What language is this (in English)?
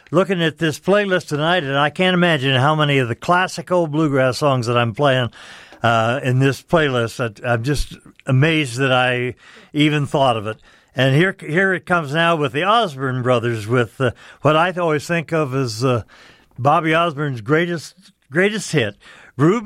English